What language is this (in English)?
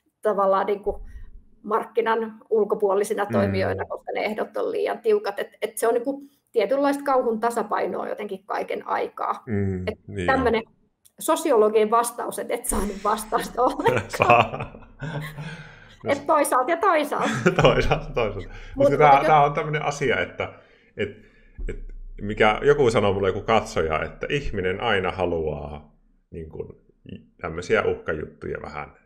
Finnish